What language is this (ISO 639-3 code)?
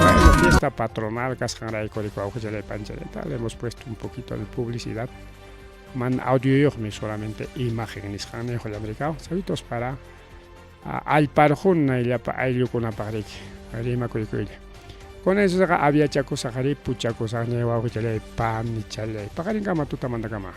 quy